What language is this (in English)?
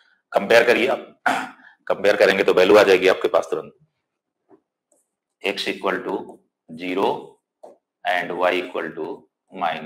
Hindi